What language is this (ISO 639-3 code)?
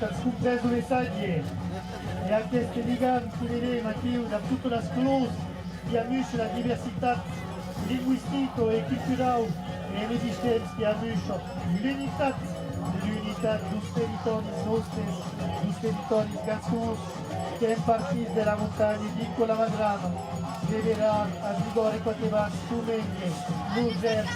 oci